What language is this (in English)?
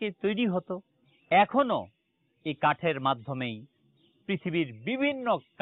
Bangla